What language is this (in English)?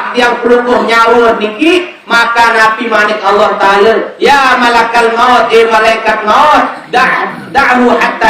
Sasak